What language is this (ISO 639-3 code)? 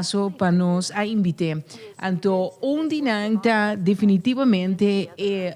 pap